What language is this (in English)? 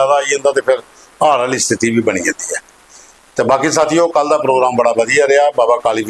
Dogri